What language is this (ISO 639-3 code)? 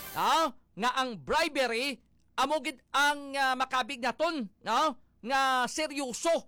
hil